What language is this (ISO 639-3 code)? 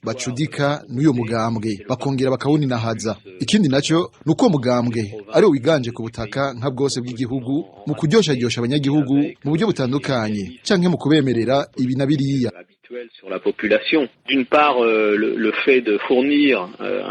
run